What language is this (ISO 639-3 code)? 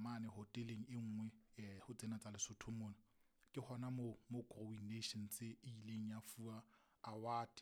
sot